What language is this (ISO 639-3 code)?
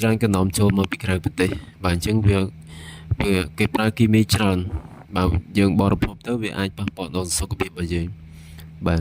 khm